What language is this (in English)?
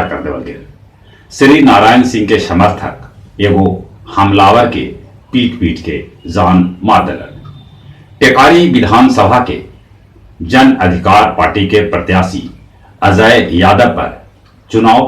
Magahi